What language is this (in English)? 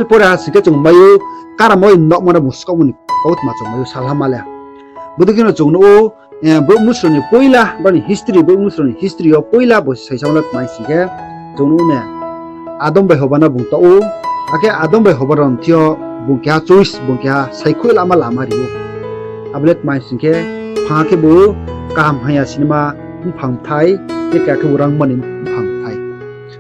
Riang (India)